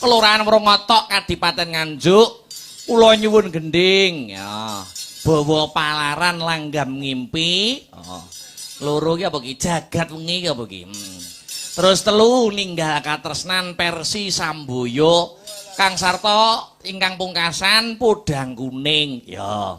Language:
Javanese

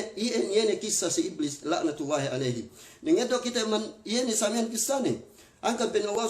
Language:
Yakan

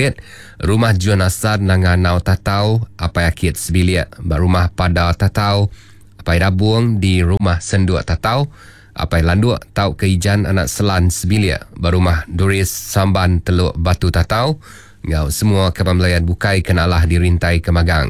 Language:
Iban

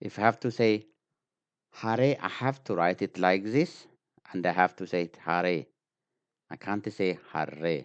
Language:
English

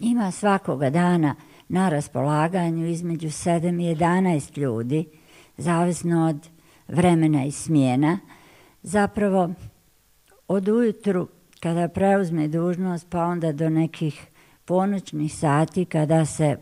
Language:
Bosnian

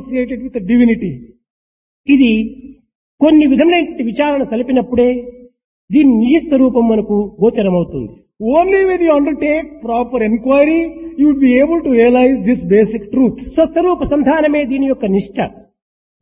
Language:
Telugu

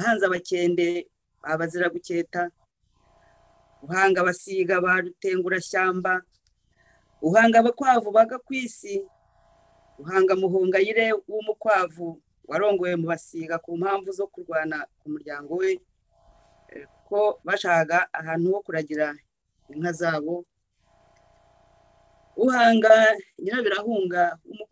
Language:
Kinyarwanda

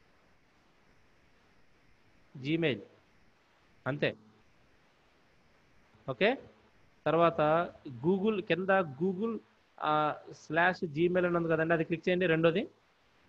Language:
Telugu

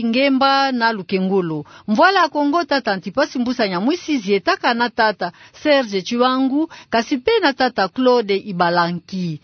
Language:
Kituba (Democratic Republic of Congo)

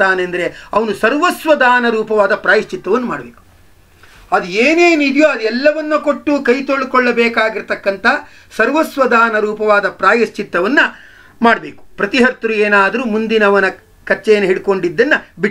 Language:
Kannada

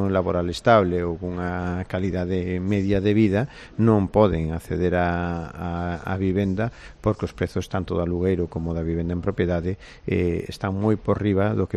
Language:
Galician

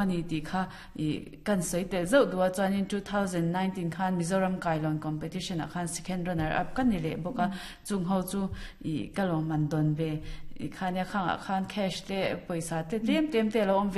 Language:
Mizo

